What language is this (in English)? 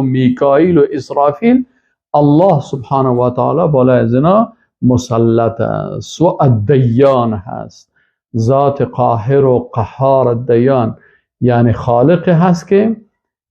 Persian